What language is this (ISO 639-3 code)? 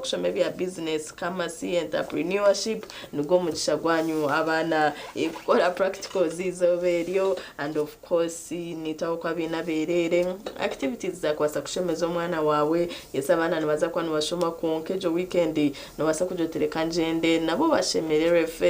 nyn